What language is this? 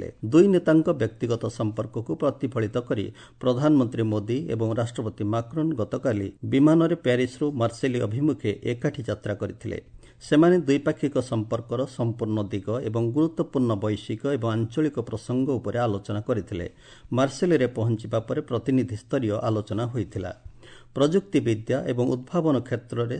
Odia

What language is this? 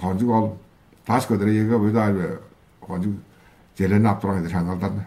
Tuvinian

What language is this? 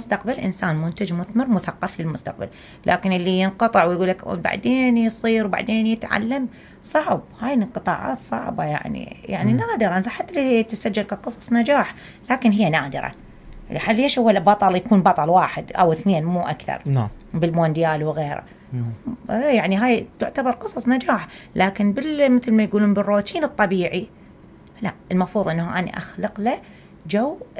Mesopotamian Arabic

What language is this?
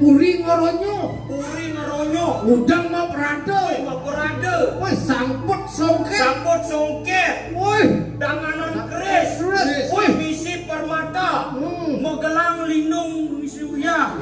Balinese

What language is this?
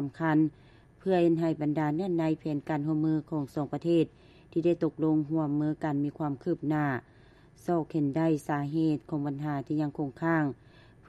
Lao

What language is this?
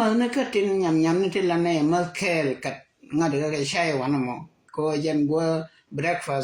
Nuer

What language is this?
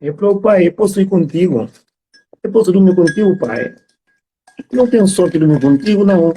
Kabuverdianu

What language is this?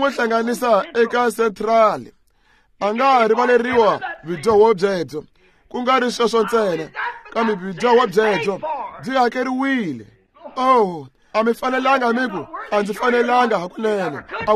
Tsonga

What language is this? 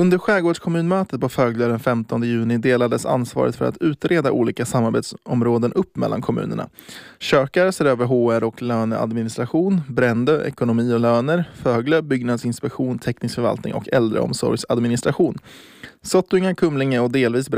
Swedish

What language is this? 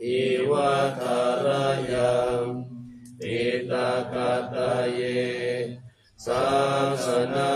Pali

